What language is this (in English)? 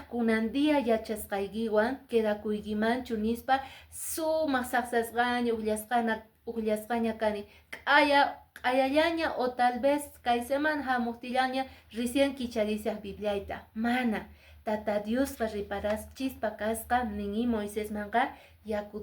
Quechua